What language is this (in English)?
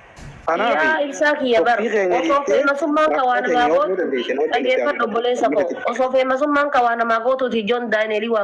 Oromo